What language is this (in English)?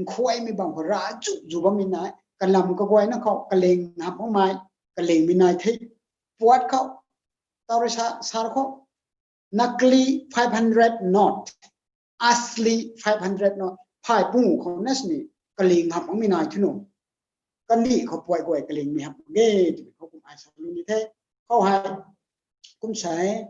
Rongmei Naga